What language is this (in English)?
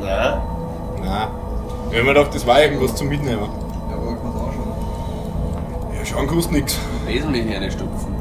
Bavarian